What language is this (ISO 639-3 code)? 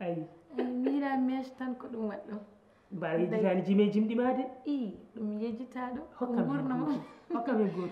ful